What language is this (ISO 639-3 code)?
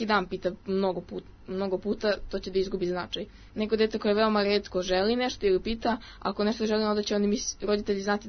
srp